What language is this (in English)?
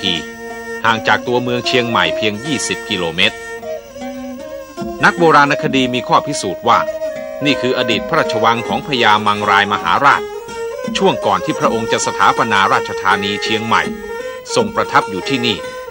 Thai